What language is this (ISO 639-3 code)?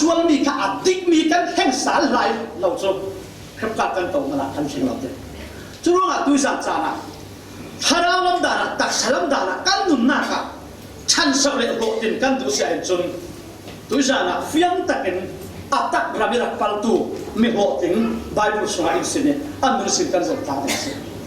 cfm